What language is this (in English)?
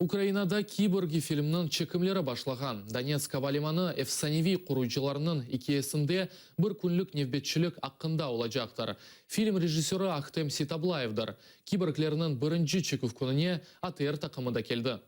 Crimean Tatar